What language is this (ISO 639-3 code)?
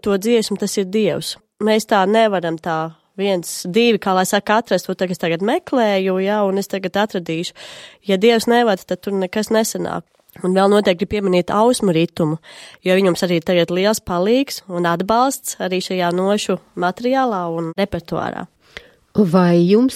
lav